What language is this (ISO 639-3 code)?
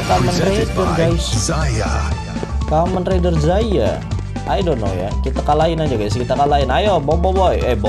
ind